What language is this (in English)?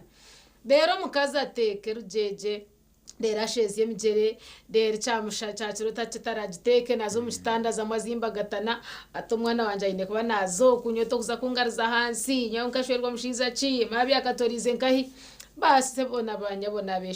Nyankole